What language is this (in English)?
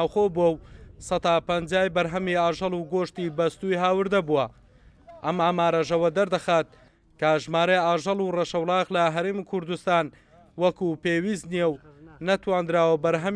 Central Kurdish